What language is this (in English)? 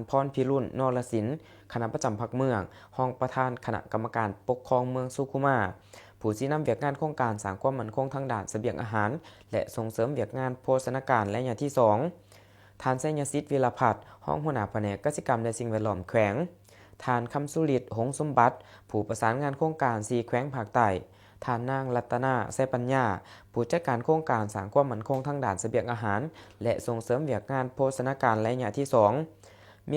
Lao